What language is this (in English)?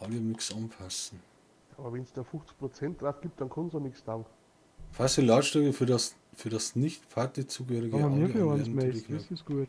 Bavarian